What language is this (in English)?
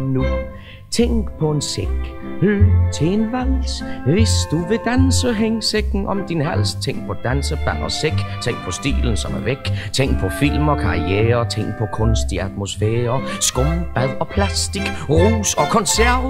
Danish